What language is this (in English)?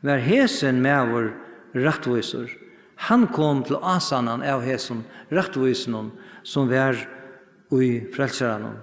Faroese